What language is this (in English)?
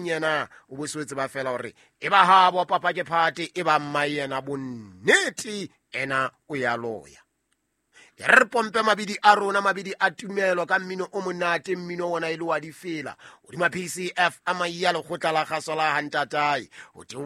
Southern Sotho